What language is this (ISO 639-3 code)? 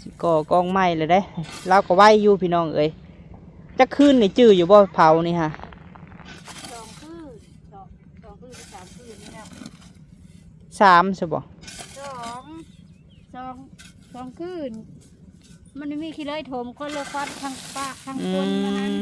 lao